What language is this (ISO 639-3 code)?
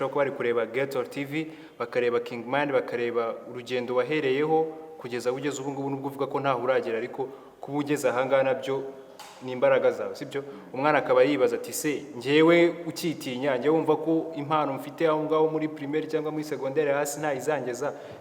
kin